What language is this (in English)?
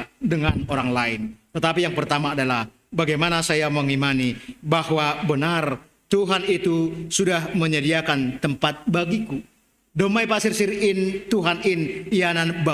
Batak Simalungun